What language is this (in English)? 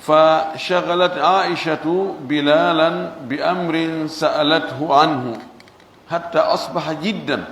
Pular